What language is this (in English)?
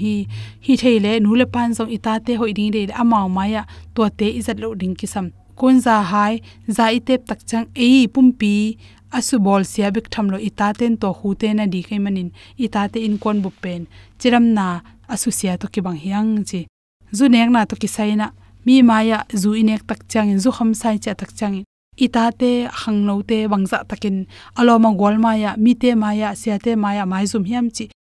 Tedim Chin